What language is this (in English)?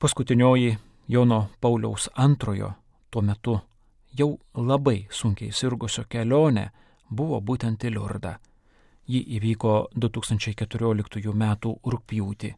Lithuanian